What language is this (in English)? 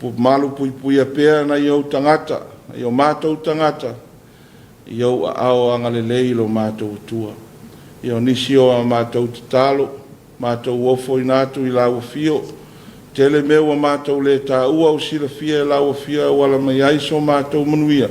Samoan